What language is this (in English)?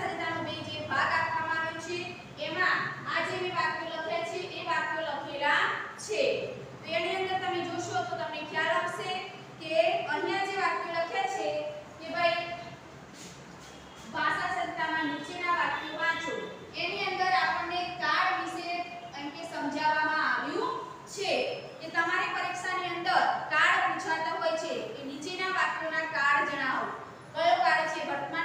Gujarati